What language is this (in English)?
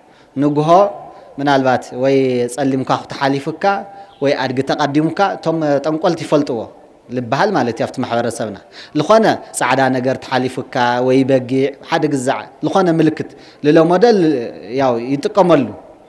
Tigrinya